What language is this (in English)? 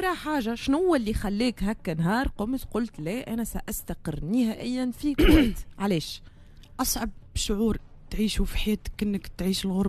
Tunisian Arabic